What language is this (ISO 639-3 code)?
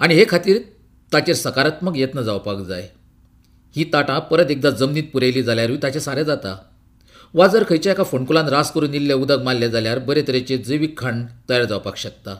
kok